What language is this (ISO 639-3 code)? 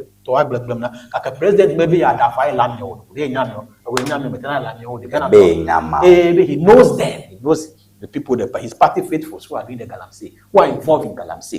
ewe